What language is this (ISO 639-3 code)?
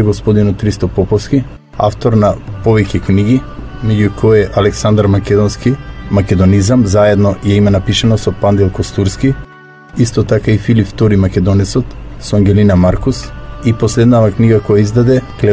mkd